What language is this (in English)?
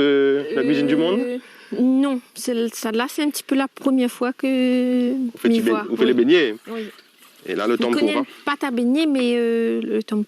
Réunion Creole French